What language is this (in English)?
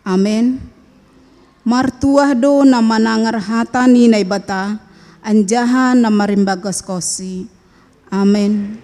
Batak Simalungun